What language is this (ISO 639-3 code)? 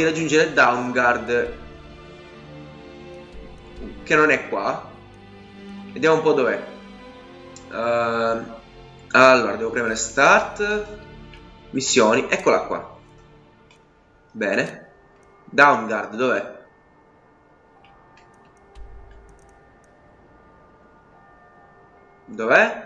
ita